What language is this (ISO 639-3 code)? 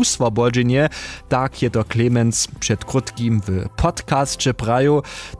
hsb